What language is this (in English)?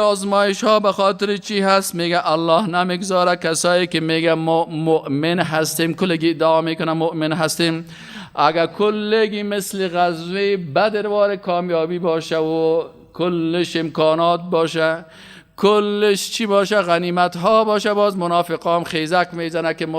Persian